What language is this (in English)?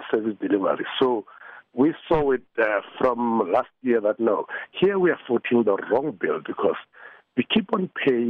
English